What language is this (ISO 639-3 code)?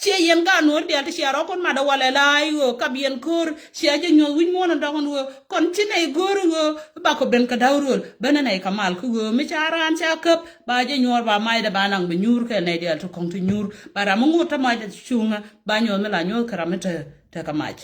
nus